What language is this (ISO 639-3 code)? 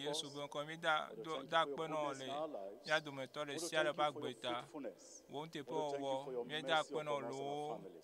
ewe